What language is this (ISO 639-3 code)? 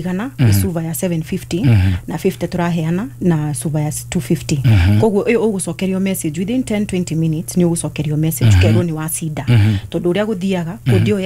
kik